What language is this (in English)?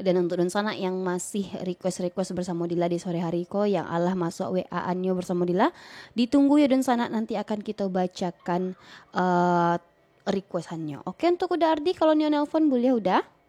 Minangkabau